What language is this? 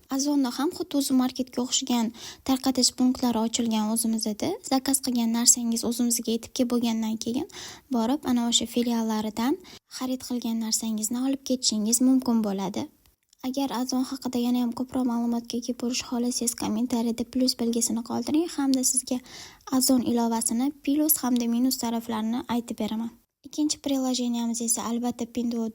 Uzbek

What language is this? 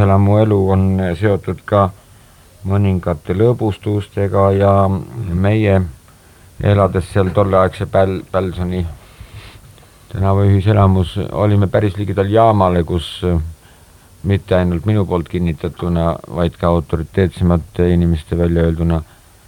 Estonian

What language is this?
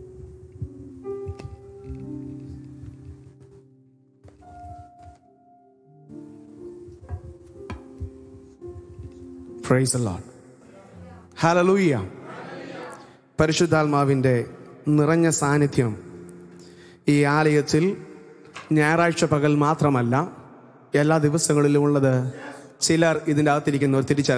Malayalam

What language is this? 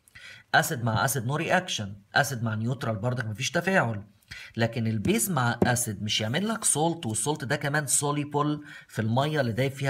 Egyptian Arabic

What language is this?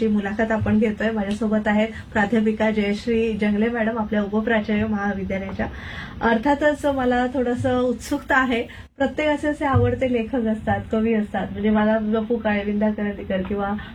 Marathi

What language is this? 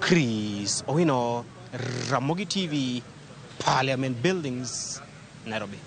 Luo (Kenya and Tanzania)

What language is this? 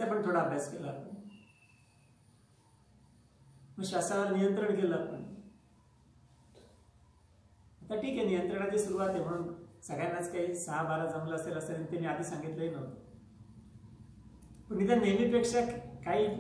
Marathi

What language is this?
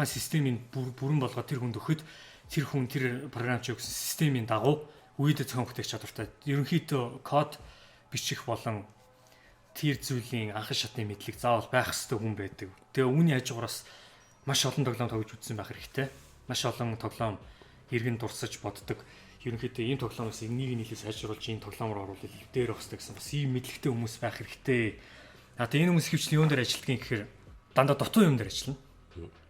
Mongolian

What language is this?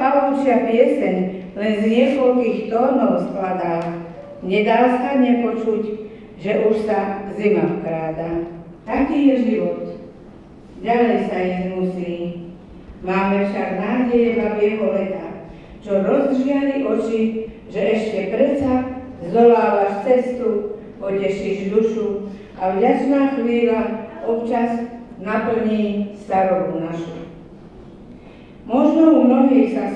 Slovak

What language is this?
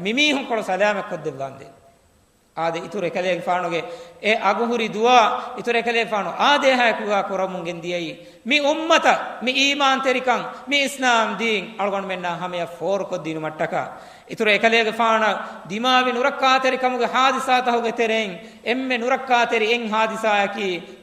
Divehi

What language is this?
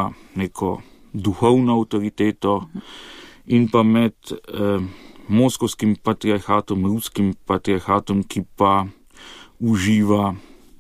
Slovenian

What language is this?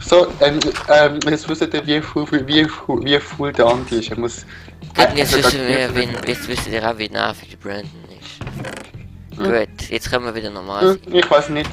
Swiss German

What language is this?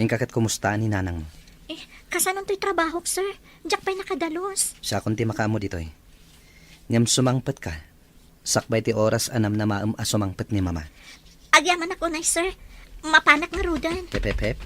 Iloko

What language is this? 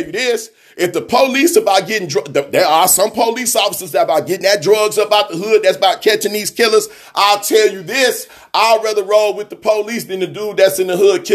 English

